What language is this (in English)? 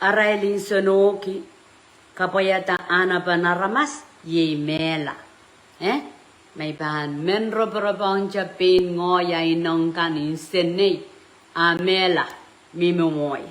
Pohnpeian